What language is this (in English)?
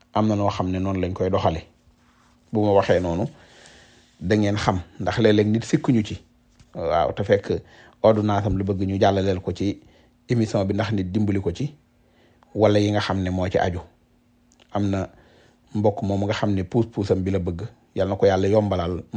Wolof